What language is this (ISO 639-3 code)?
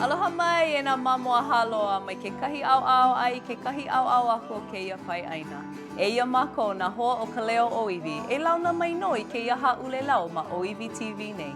haw